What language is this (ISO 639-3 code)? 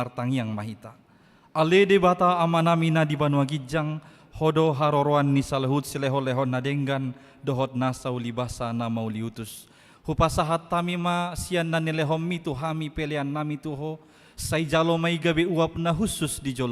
bbc